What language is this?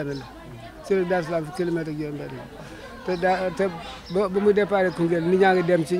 Wolof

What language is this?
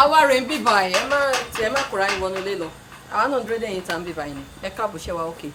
Yoruba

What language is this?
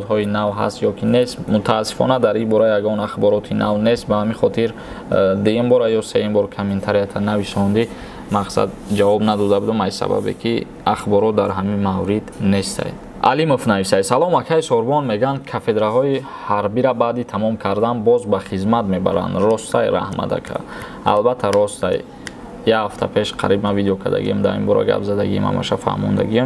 Tajik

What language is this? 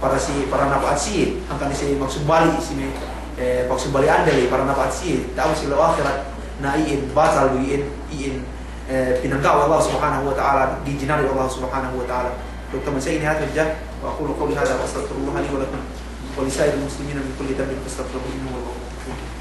Yakan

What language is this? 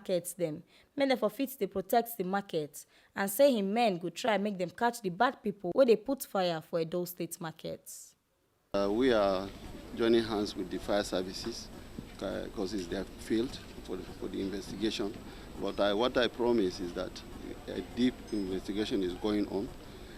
Nigerian Pidgin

